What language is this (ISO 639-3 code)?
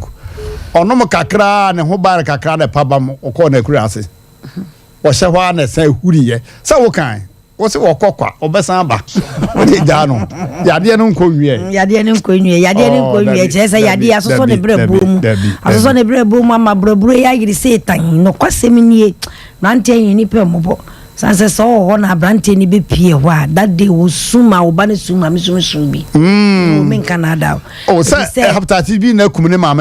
aka